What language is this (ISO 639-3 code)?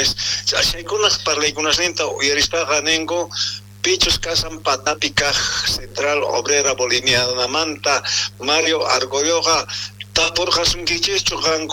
quh